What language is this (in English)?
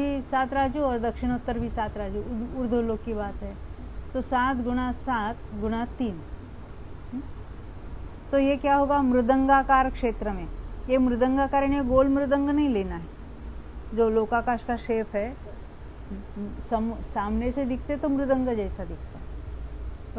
Hindi